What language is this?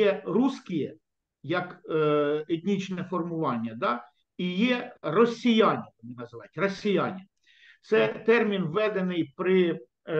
Ukrainian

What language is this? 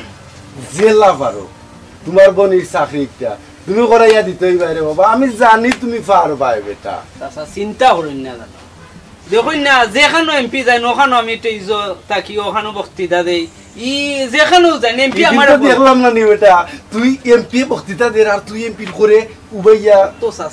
Sylheti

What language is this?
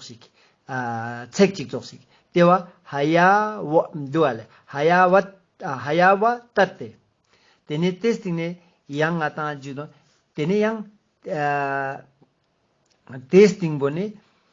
Ladakhi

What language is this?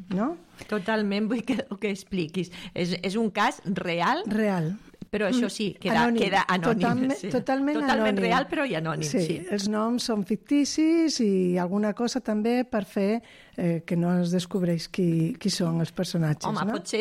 Catalan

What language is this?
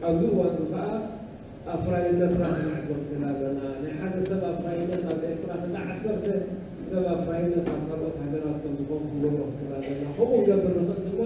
Tigrinya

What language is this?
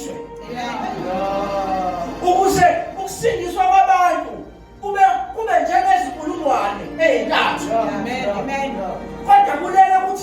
Zulu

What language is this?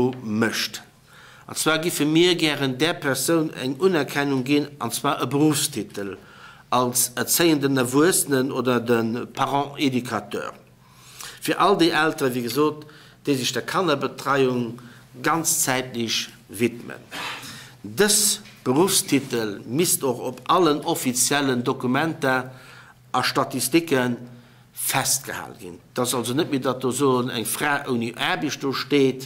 Luxembourgish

